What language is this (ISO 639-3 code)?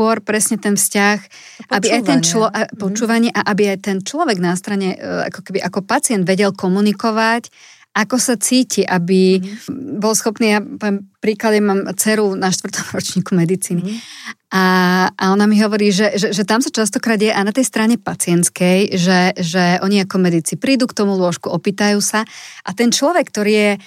slk